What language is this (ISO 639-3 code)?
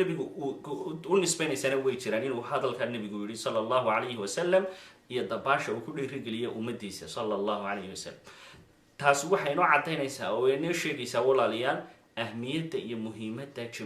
som